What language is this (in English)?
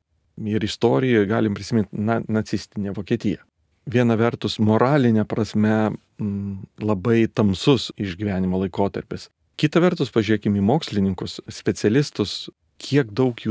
Lithuanian